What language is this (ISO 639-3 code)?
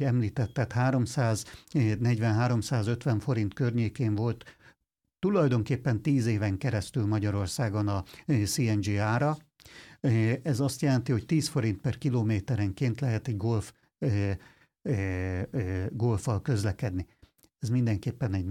hun